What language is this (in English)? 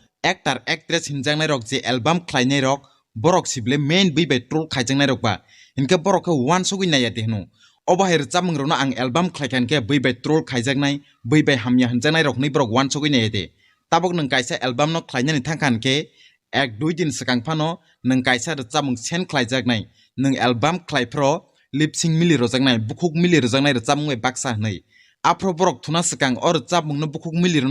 Kok Borok